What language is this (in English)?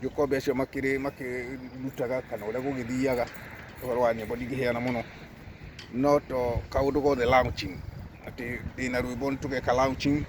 Kikuyu